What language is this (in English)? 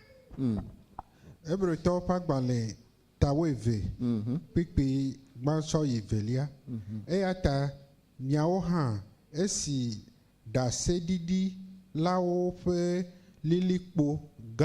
Ewe